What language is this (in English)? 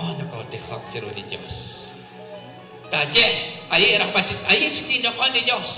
Kekchí